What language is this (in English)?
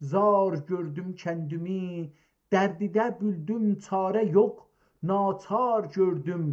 South Azerbaijani